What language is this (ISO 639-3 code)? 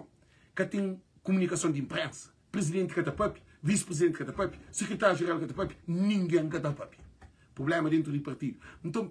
kea